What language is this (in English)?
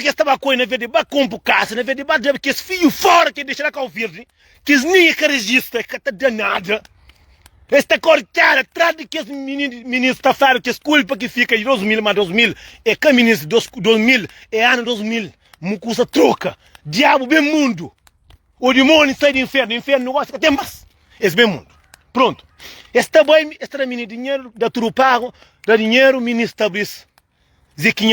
Kabuverdianu